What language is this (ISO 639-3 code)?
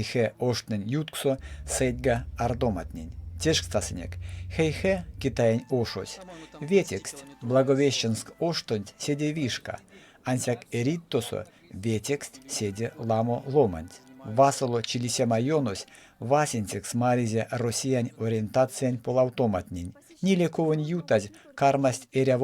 myv